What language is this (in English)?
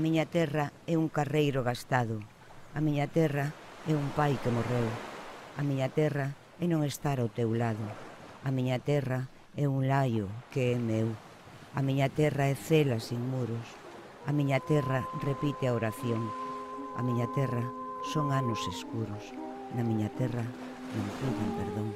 Galician